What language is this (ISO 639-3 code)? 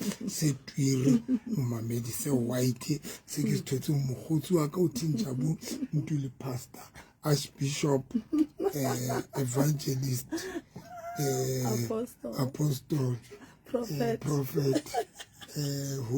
sot